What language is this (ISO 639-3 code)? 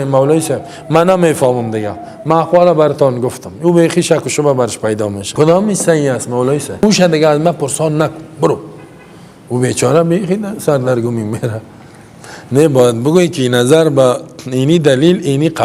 fas